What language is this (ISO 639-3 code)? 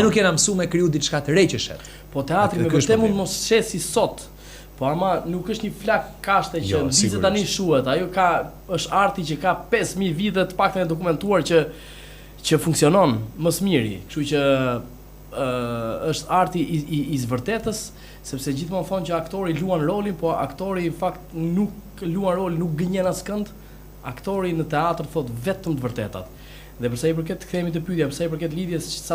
sqi